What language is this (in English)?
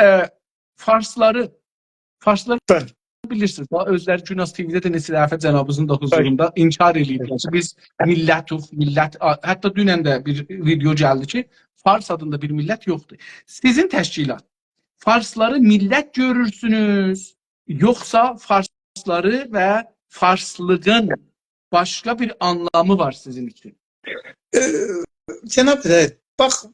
South Azerbaijani